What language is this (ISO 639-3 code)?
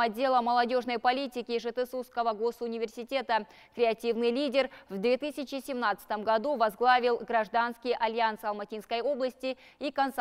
rus